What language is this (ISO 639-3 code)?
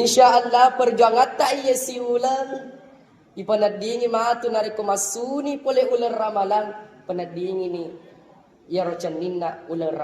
bug